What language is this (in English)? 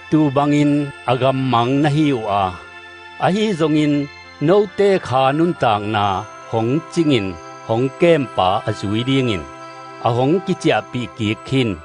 Tedim Chin